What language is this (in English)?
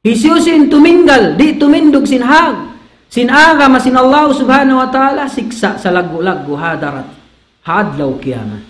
Tausug